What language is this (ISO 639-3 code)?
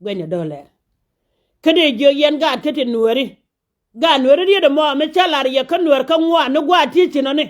nus